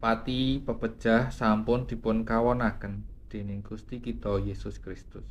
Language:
Javanese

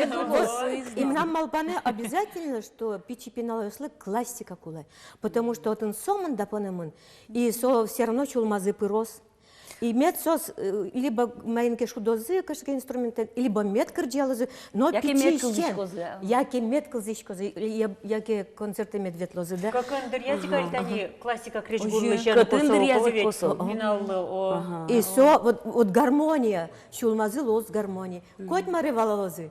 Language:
Udmurt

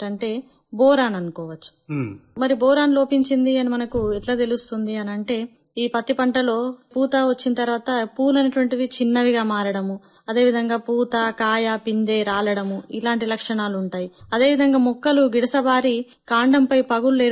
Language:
Telugu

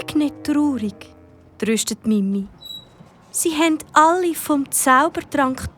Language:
Swiss German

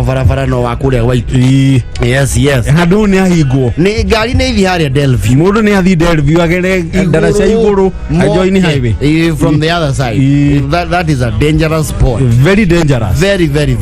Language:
Kikuyu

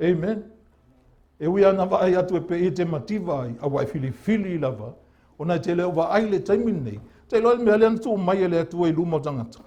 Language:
Samoan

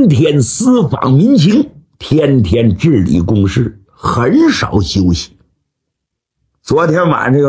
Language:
Chinese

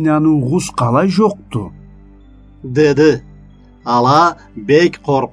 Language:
Karachay-Balkar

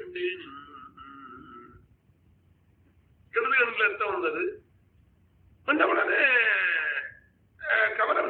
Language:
Tamil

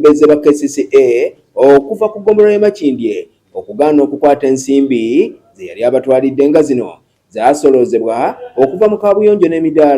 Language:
Ganda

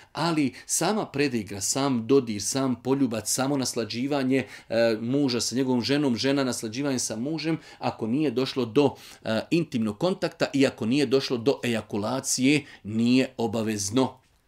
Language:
Bosnian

